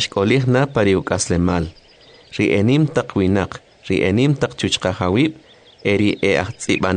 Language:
Kʼicheʼ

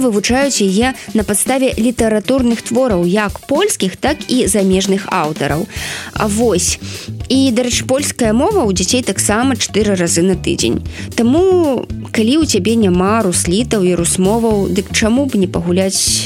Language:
Belarusian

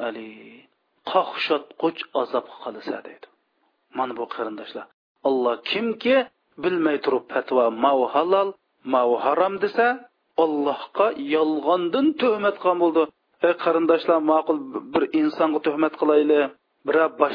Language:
Uyghur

